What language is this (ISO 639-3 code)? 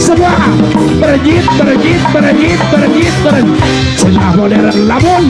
sun